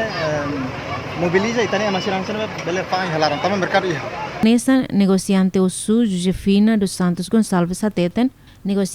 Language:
Tetum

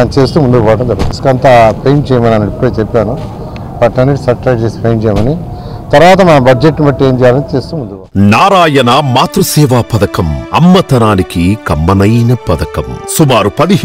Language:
Telugu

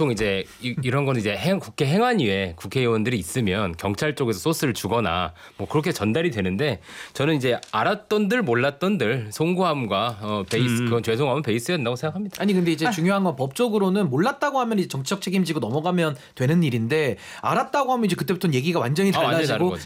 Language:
Korean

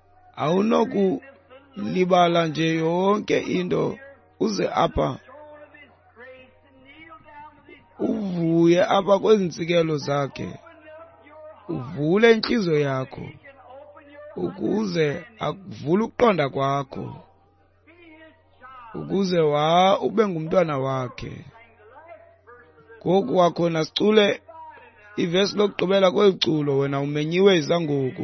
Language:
Xhosa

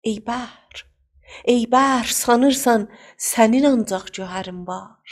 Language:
South Azerbaijani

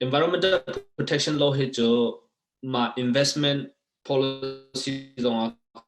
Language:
Hakha Chin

